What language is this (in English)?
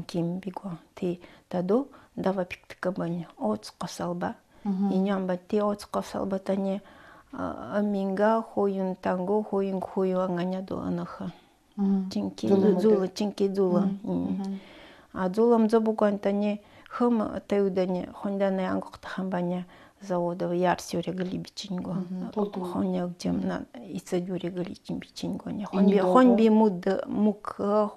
Nanai